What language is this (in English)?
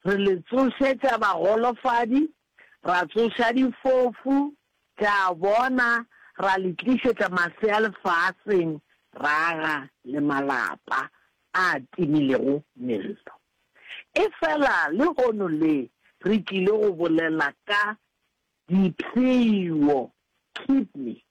Northern Sotho